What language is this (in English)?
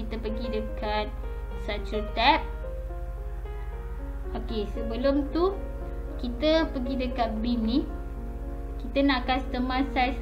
Malay